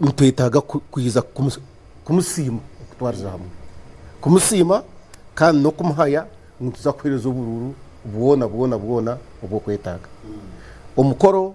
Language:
Nyankole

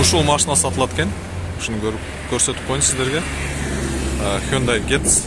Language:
Kyrgyz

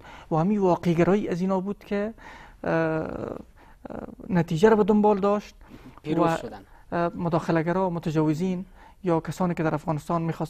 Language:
Persian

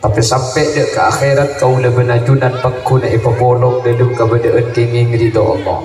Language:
Madurese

